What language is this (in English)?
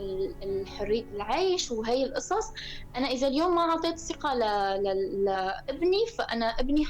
North Levantine Arabic